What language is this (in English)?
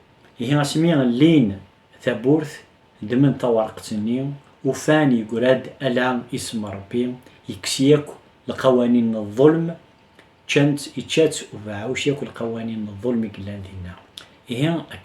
Kabyle